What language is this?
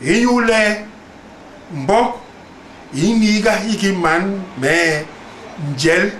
Basaa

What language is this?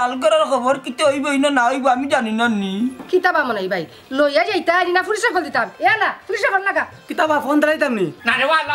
Sylheti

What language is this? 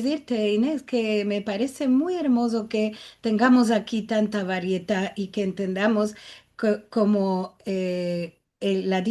Ladino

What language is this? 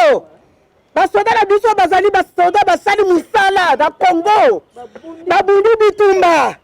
Lingala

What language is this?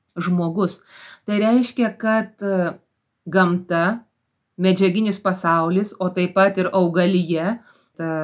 Lithuanian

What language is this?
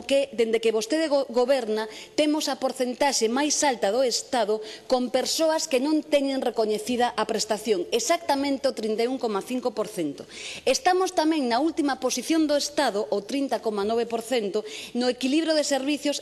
Galician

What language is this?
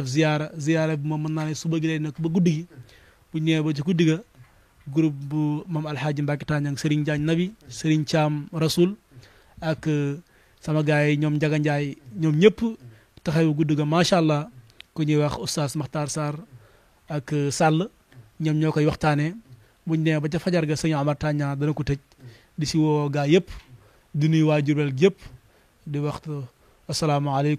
Wolof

